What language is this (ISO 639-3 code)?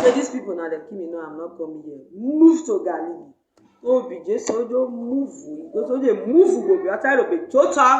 pcm